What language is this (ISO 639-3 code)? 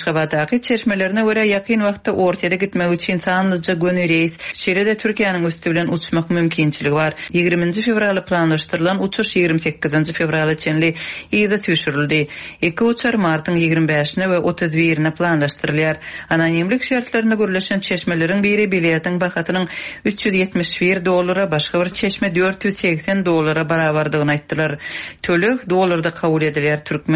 tuk